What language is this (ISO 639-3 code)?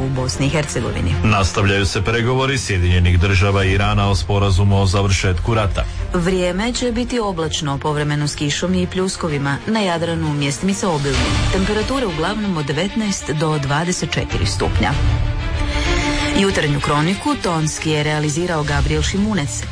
hrv